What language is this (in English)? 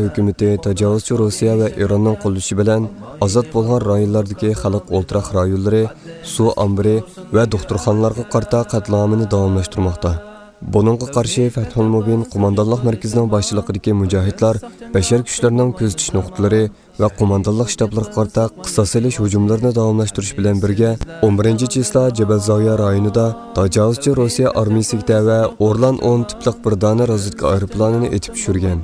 Uyghur